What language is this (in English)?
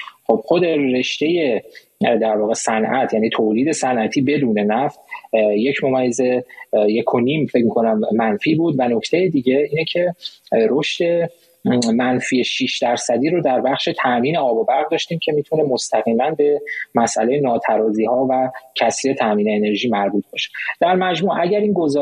Persian